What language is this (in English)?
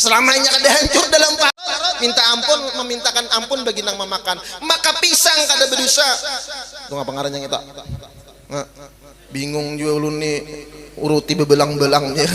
Banjar